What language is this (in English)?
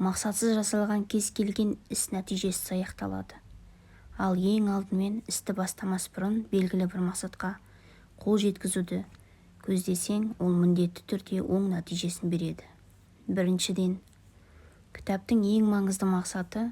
Kazakh